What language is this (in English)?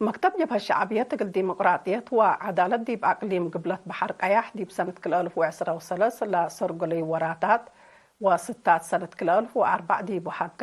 Tigre